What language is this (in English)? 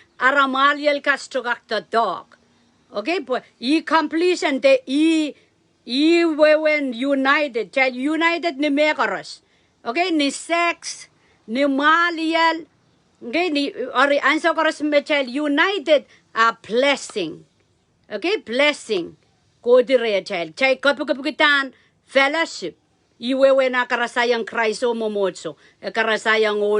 Pohnpeian